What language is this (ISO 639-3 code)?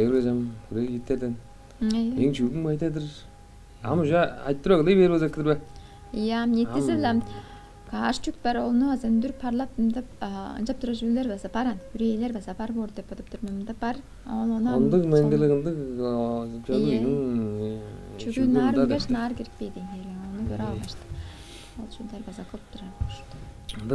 tyv